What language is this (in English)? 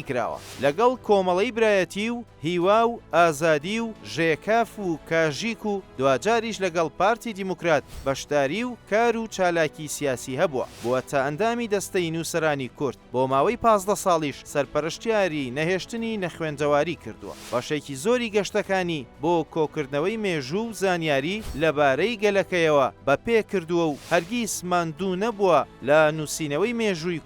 Central Kurdish